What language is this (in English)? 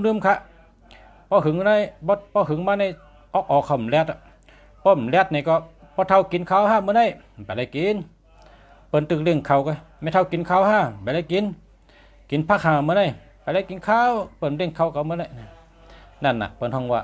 Shan